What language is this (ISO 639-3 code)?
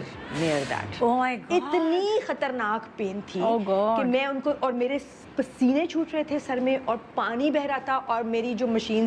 urd